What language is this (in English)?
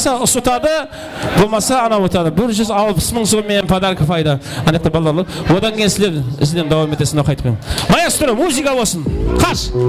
Kara-Kalpak